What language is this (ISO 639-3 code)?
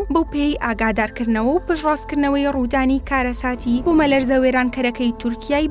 ckb